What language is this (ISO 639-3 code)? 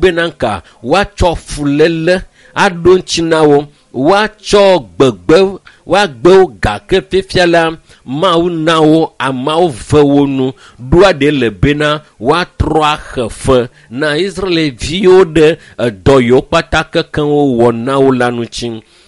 ewe